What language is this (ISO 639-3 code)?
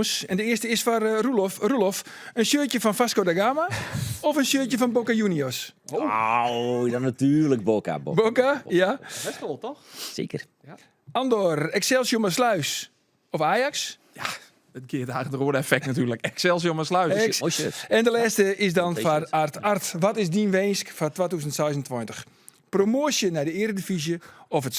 fry